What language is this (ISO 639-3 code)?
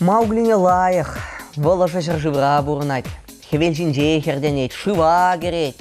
chv